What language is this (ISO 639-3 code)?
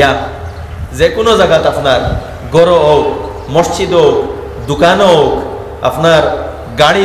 syl